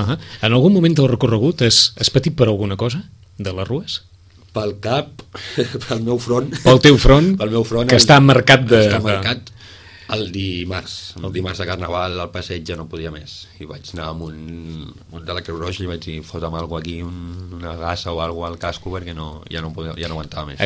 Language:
Catalan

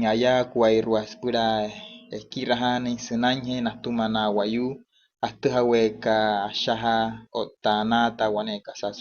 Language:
Wayuu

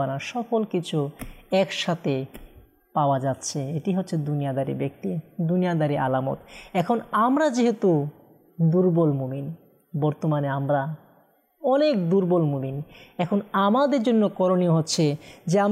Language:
Bangla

